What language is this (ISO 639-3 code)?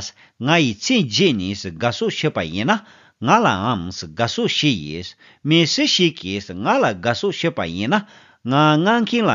bod